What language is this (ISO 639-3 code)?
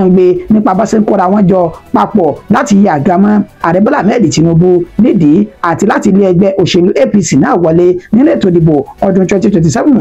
yor